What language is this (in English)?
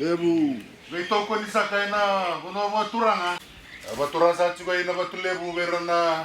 Fijian